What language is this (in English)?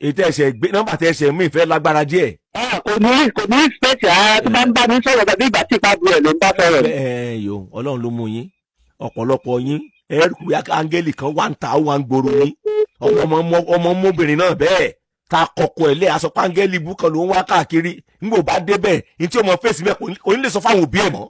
Yoruba